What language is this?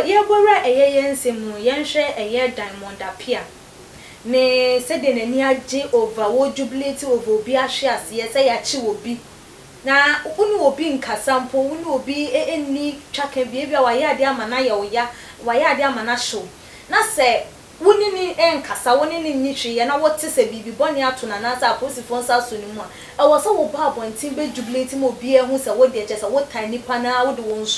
Akan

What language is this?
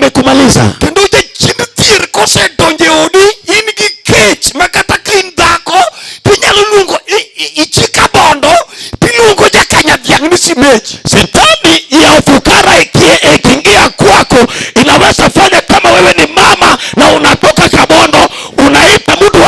Luo (Kenya and Tanzania)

